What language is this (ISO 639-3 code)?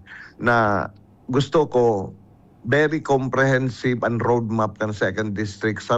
bik